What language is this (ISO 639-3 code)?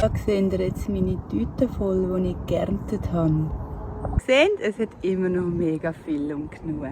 gsw